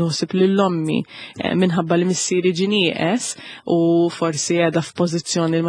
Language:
Maltese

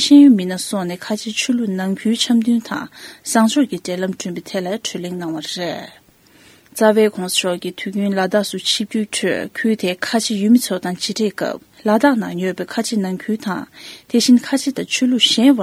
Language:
Tibetan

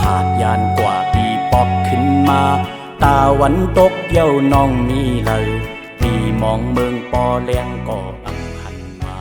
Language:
Shan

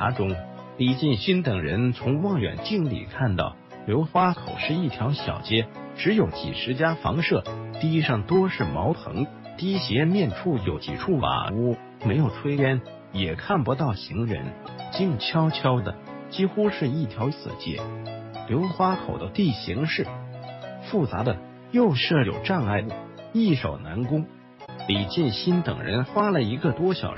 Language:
Chinese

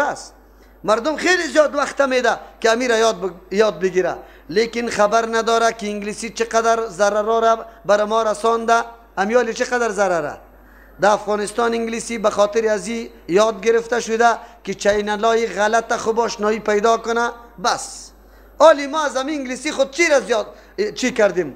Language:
Persian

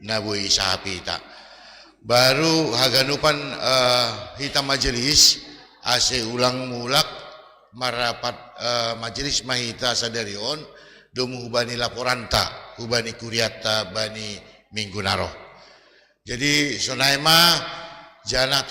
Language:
Batak Simalungun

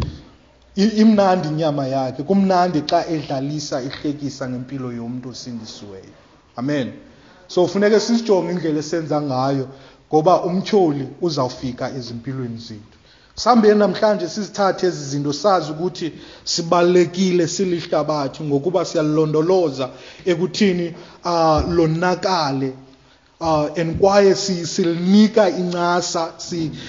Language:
Xhosa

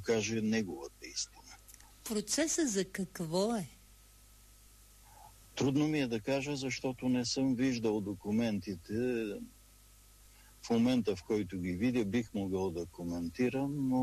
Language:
Bulgarian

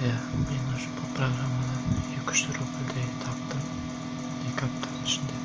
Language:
Kazakh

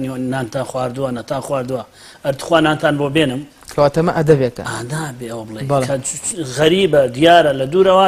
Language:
Central Kurdish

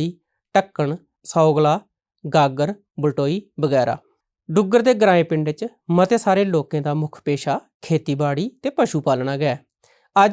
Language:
Dogri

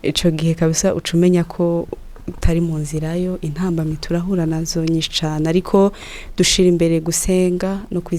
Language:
Rundi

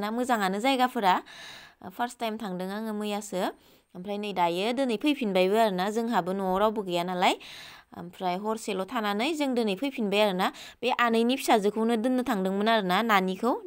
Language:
Bodo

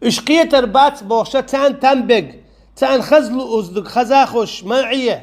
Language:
Chechen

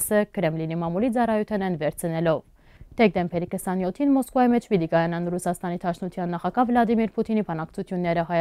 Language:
Western Armenian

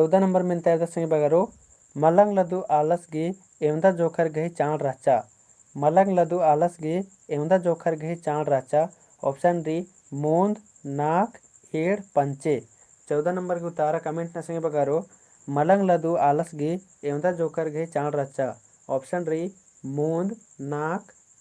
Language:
Kurukh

